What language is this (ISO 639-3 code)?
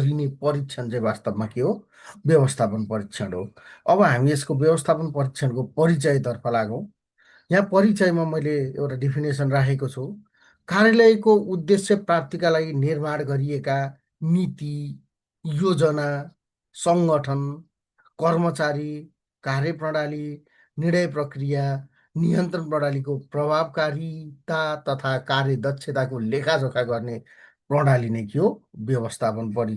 nep